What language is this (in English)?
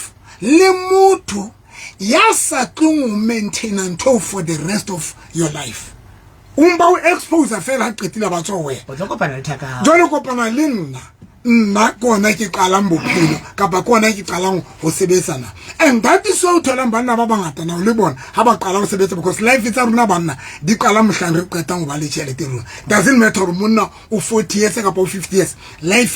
Southern Sotho